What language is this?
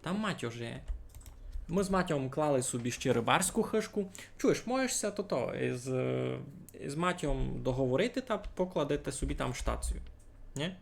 Rusyn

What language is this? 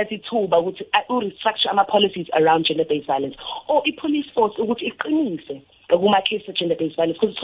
South Ndebele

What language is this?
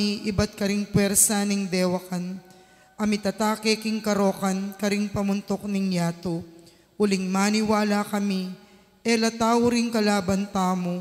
Pampanga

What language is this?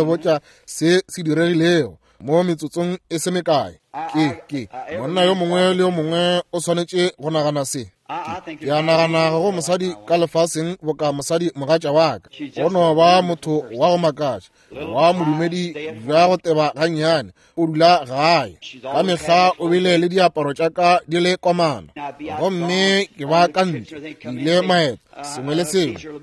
Northern Sotho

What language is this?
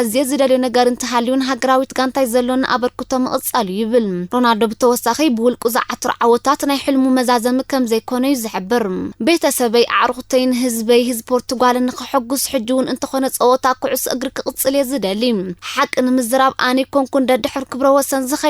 Tigrinya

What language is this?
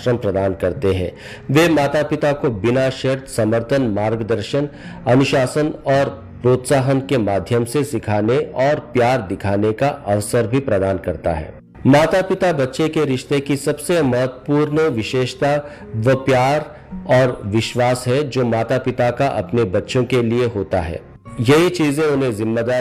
Hindi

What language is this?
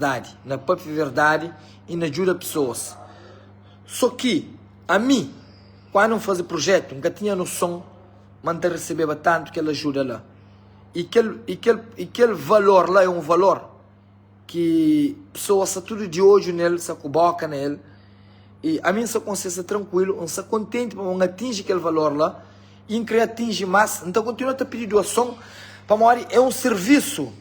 Kabuverdianu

